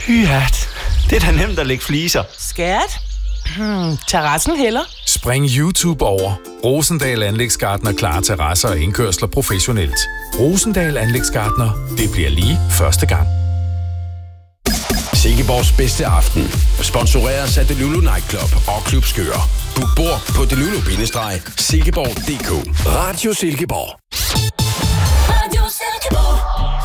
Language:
Danish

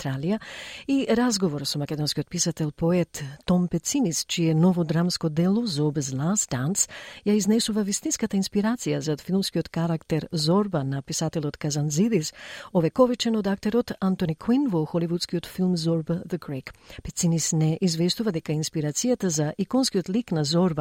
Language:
Macedonian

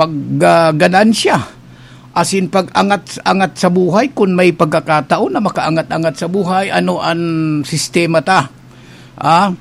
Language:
Bikol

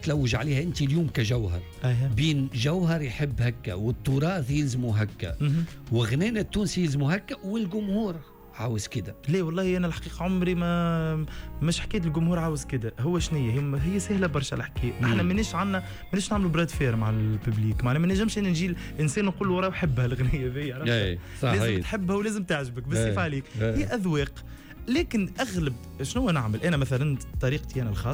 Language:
Tunisian Arabic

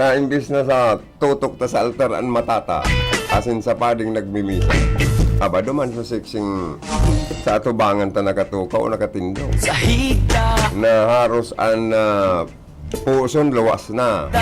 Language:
Bikol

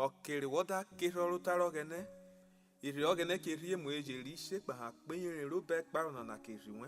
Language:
Urhobo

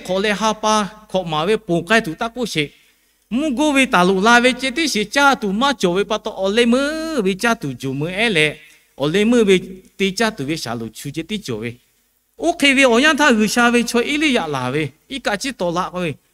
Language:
Lahu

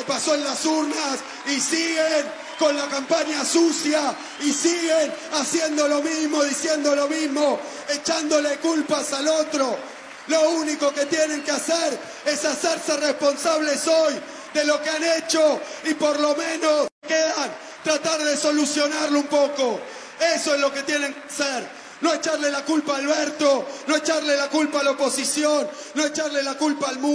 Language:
Spanish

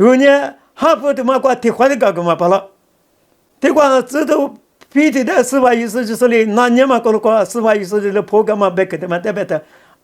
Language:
Lisu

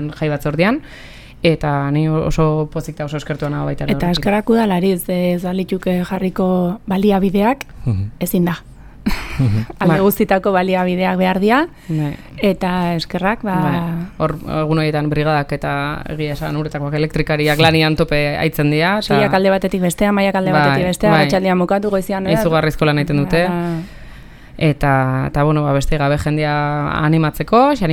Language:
Basque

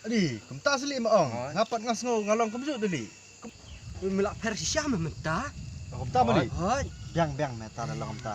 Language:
Khasi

